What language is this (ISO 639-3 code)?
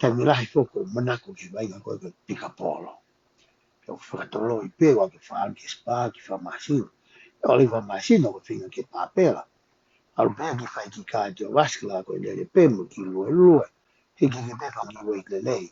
ton